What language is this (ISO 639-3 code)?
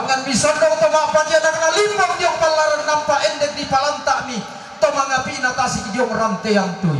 sda